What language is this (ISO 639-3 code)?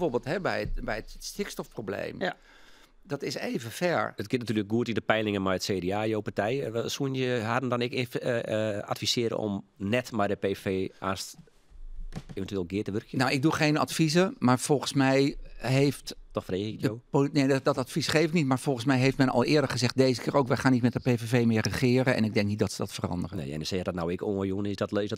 fry